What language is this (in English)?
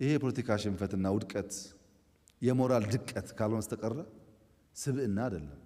Amharic